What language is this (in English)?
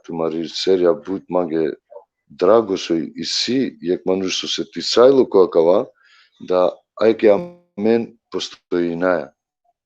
Balkan Romani